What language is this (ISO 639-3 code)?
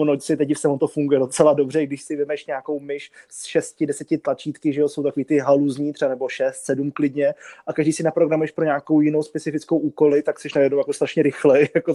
ces